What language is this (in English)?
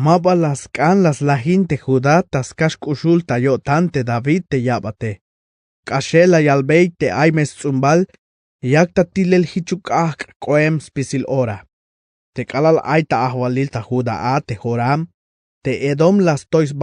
Tzeltal